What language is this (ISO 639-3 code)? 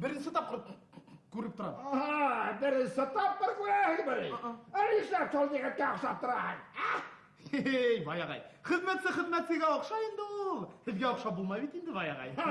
bak